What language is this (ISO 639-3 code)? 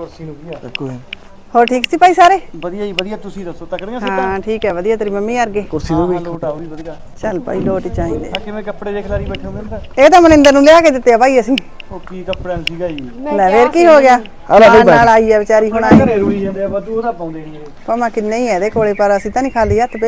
pan